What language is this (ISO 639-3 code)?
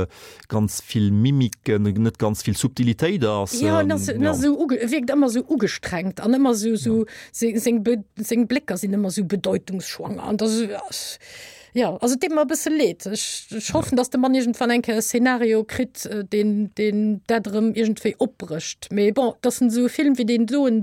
ltz